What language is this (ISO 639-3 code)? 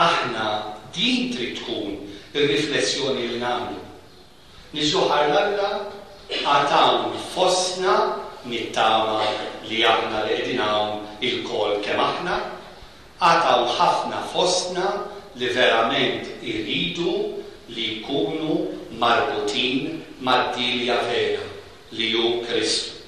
mlt